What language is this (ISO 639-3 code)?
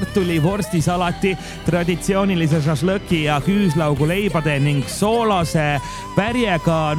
est